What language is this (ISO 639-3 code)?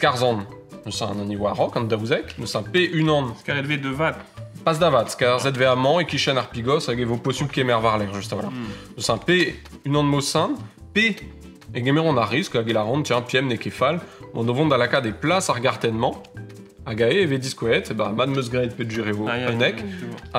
bre